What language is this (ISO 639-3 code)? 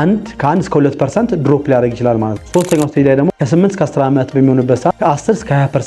amh